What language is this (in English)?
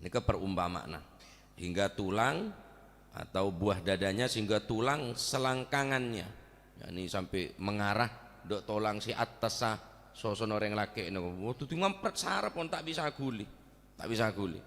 Madurese